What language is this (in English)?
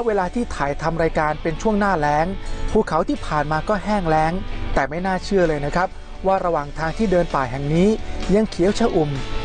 Thai